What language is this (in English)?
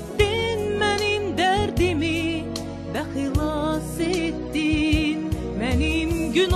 South Azerbaijani